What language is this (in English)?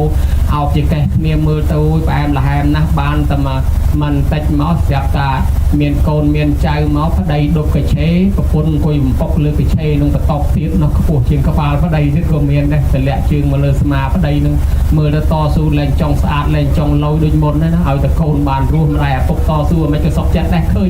Khmer